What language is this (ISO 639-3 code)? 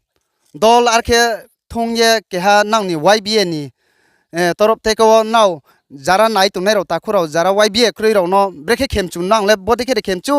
ria